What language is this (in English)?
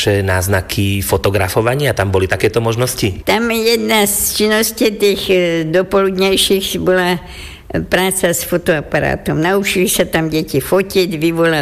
Slovak